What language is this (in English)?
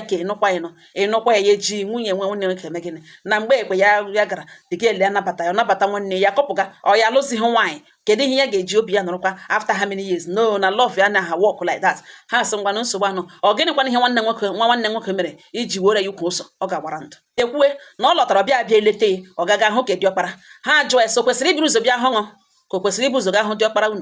Igbo